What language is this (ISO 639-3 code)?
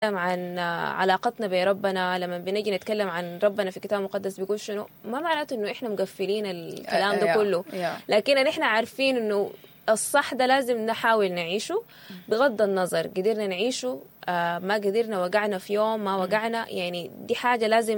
apd